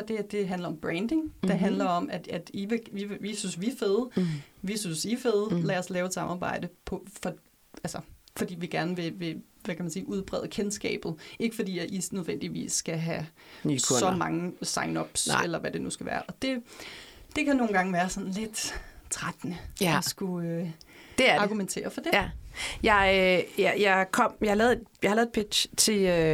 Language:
Danish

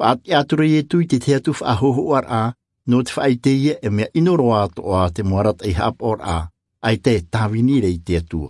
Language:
Tahitian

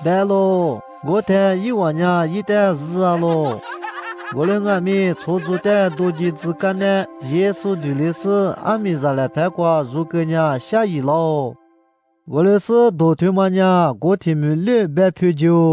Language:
Lisu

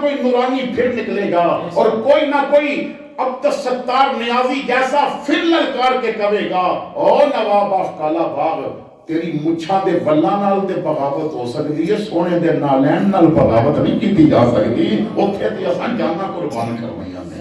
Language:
Western Panjabi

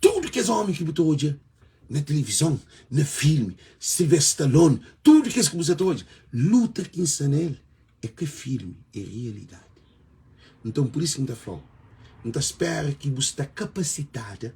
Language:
Kabuverdianu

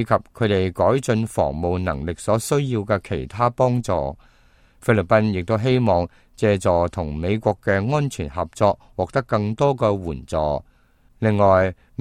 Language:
Cantonese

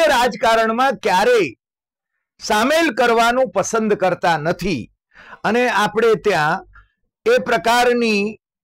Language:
Gujarati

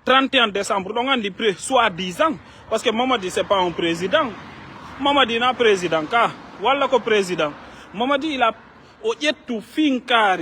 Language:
Fula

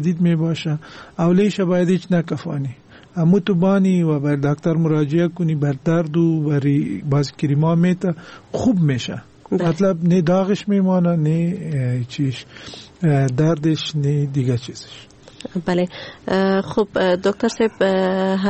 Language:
Persian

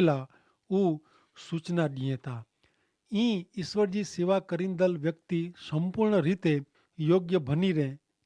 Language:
Kachhi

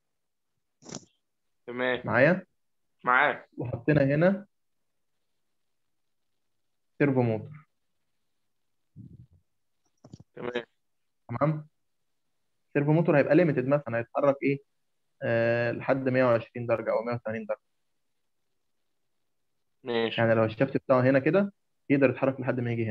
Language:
Egyptian Arabic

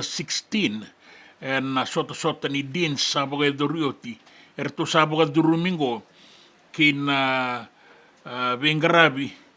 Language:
Fijian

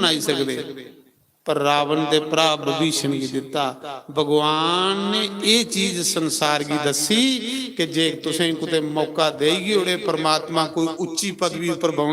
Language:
Dogri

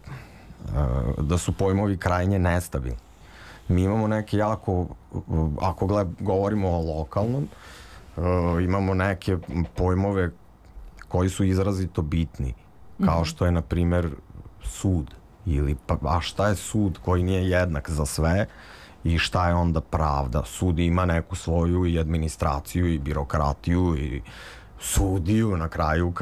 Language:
Serbian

